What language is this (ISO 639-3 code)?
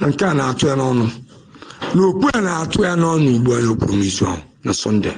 ibo